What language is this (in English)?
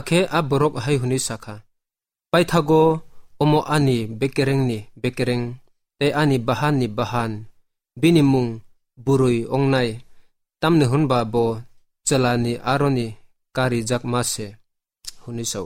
Kok Borok